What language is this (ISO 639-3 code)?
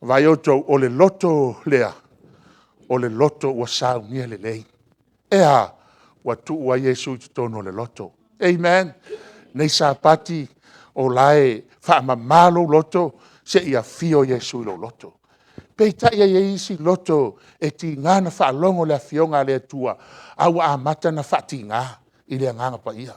smo